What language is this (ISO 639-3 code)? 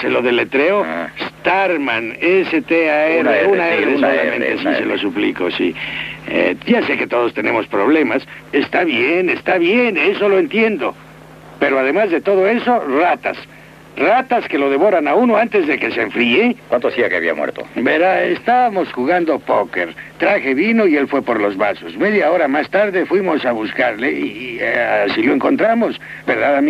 spa